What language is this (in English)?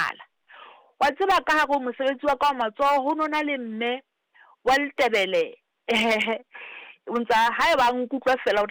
Southern Sotho